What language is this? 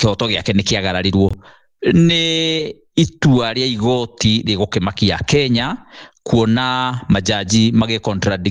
Kikuyu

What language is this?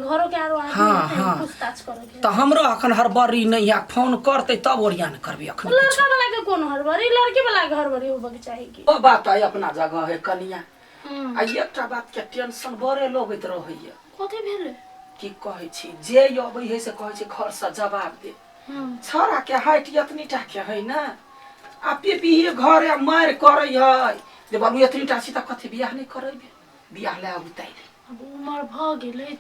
Maithili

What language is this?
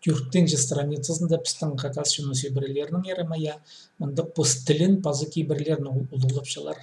Khakas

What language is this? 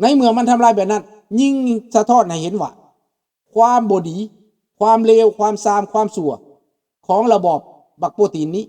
Lao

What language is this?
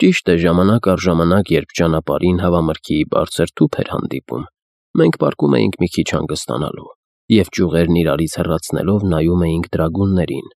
Armenian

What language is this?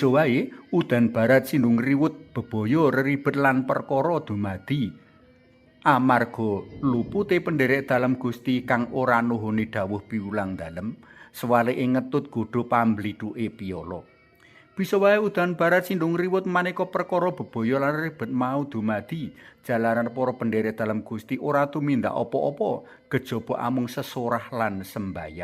Javanese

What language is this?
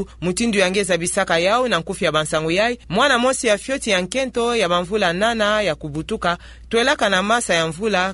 Kituba (Democratic Republic of Congo)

